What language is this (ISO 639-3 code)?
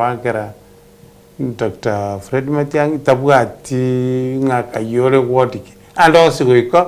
guz